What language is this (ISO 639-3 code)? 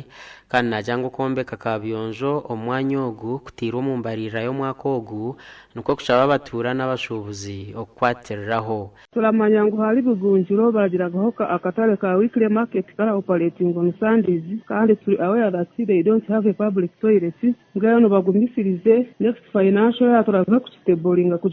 nyn